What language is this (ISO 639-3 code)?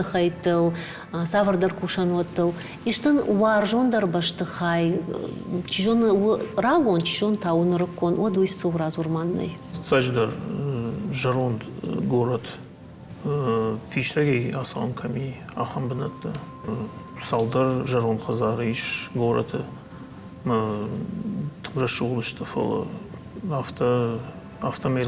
oss